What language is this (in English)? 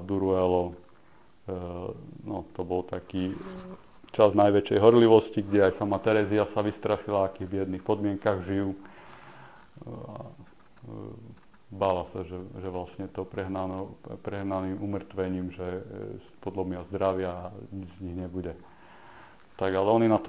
Slovak